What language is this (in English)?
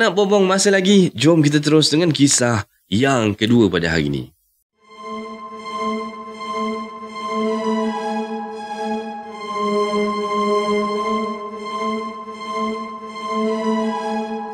Malay